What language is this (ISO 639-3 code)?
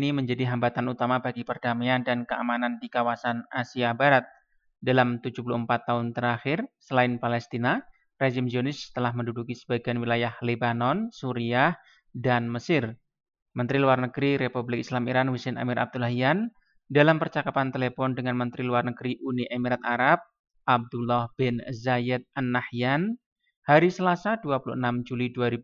ind